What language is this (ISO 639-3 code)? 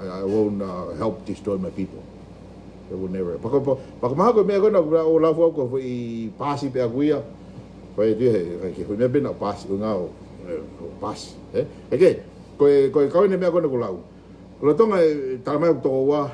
ton